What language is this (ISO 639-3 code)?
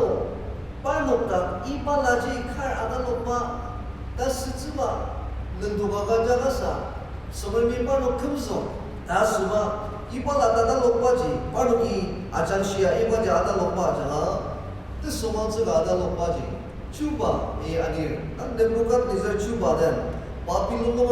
njo